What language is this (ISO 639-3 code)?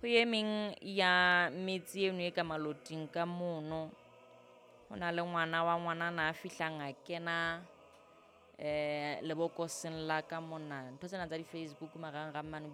sot